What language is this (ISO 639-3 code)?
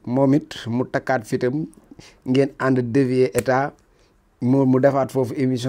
wol